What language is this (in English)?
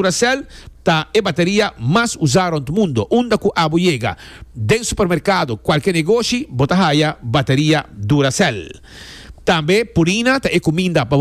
Papiamento